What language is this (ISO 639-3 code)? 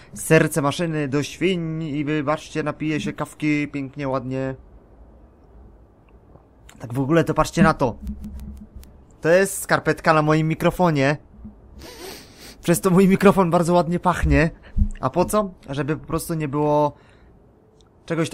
pol